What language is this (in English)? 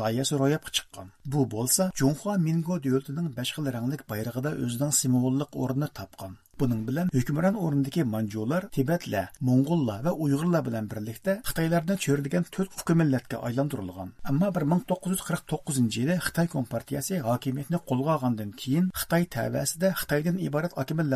Uyghur